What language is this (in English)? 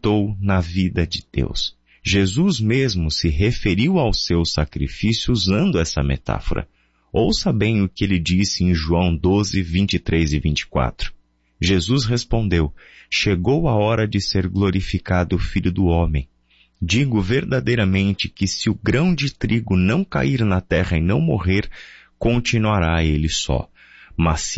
Portuguese